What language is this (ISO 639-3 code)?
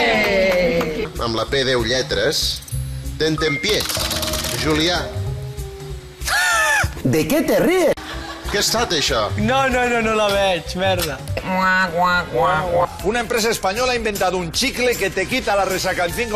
cat